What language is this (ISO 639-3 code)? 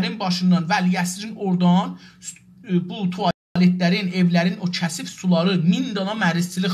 azb